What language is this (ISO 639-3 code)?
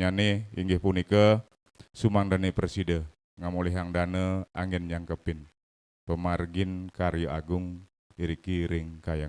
ban